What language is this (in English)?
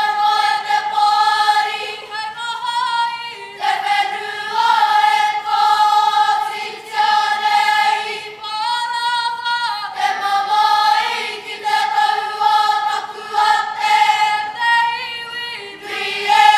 Māori